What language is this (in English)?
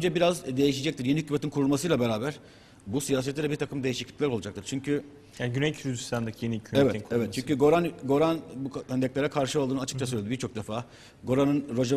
Turkish